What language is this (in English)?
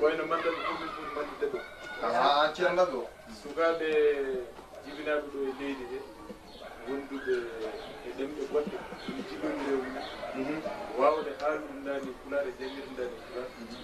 Fula